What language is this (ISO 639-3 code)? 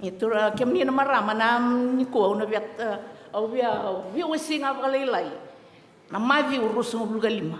fij